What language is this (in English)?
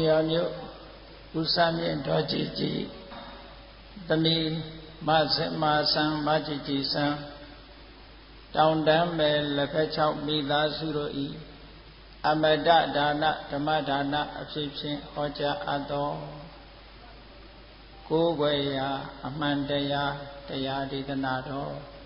Burmese